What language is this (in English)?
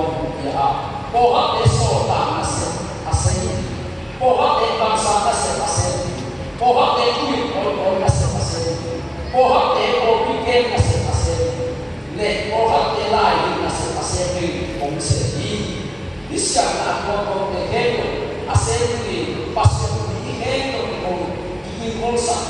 Tedim Chin